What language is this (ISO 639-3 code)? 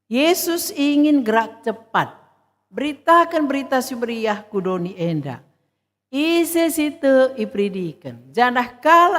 btx